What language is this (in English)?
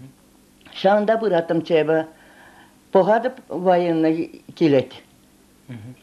Chuvash